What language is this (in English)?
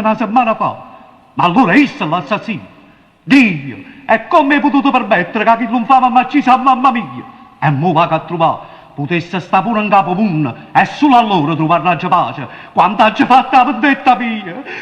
Neapolitan